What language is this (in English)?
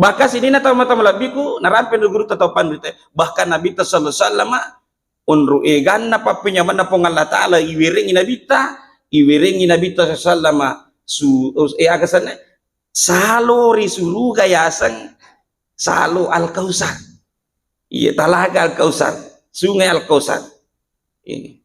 Buginese